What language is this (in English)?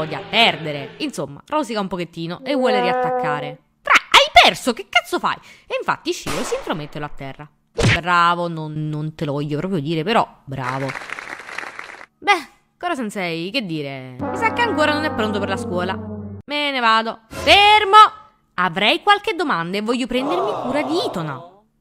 Italian